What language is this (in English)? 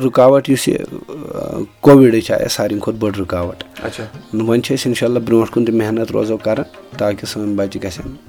Kashmiri